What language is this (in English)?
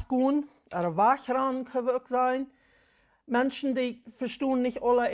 Plautdietsch